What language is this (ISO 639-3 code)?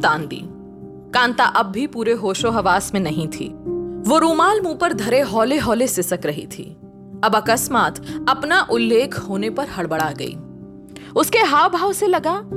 hin